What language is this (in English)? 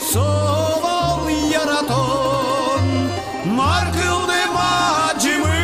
Udmurt